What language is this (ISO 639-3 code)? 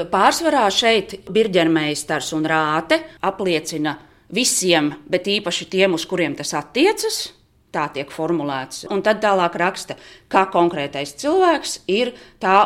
lav